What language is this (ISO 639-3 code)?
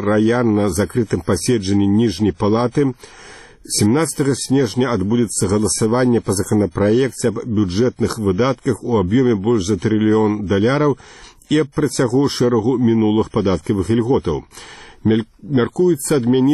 bel